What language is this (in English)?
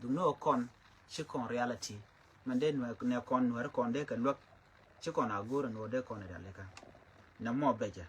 Nuer